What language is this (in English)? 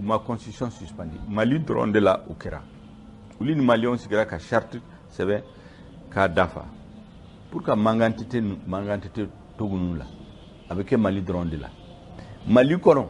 Bambara